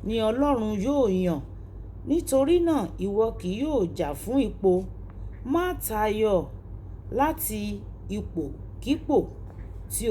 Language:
Yoruba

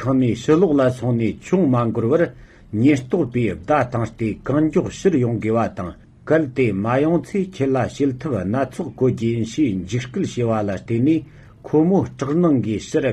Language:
Tibetan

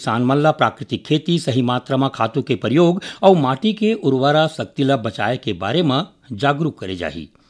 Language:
Chhattisgarhi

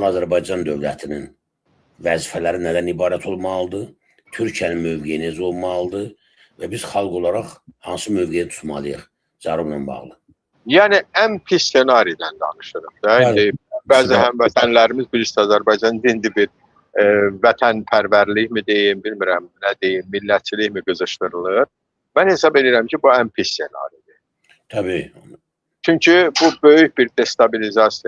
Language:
Azerbaijani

